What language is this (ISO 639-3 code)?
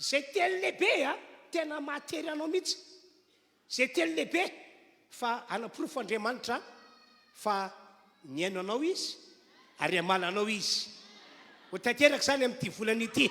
mlg